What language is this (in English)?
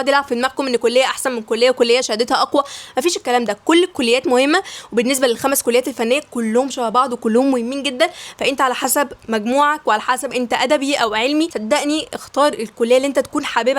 Egyptian Arabic